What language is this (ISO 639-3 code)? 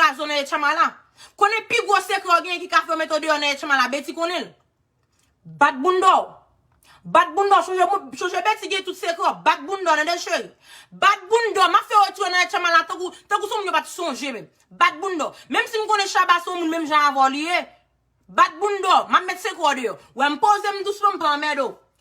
hat